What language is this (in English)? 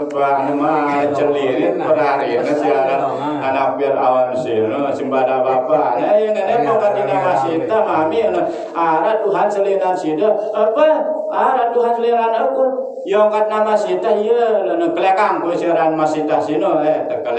Sasak